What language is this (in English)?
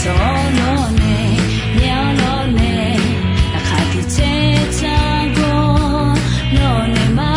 Akha